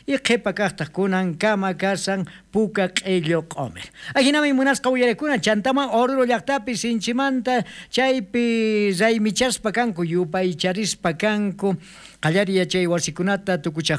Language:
South Bolivian Quechua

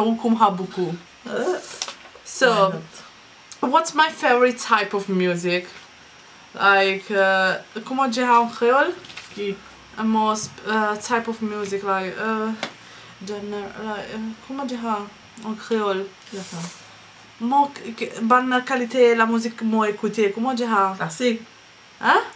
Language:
Morisyen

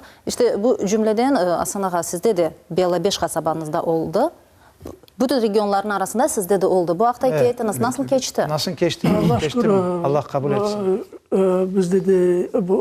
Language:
Crimean Tatar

